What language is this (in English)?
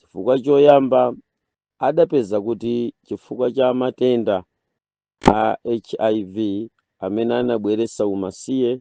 Nyanja